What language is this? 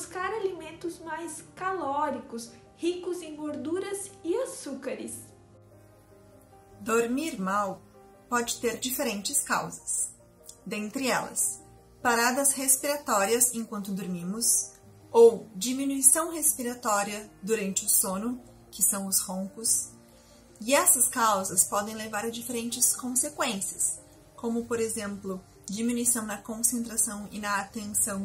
Portuguese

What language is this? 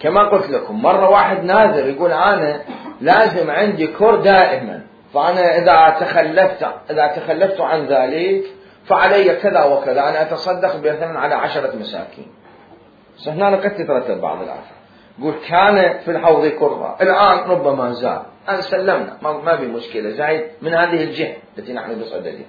Mesopotamian Arabic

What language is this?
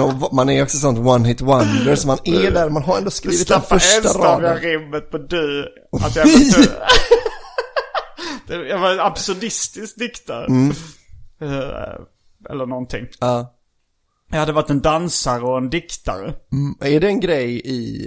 Swedish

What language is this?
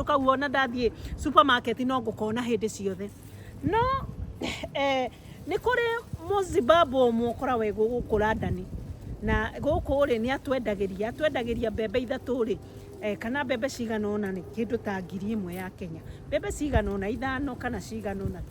Kikuyu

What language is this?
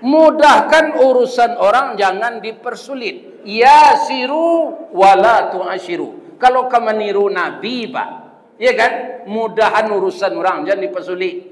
Minangkabau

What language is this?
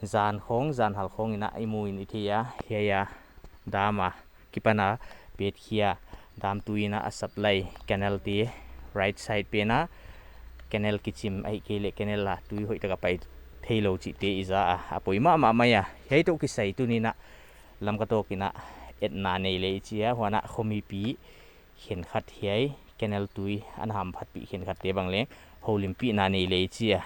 Paite Chin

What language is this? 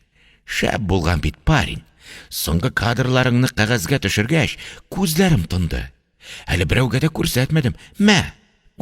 Tatar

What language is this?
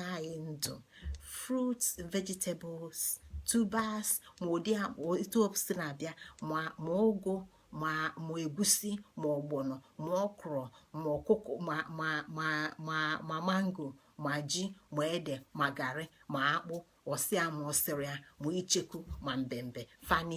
Igbo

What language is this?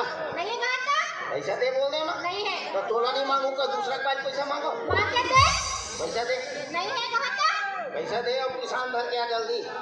Chhattisgarhi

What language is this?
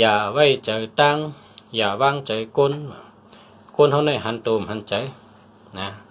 Shan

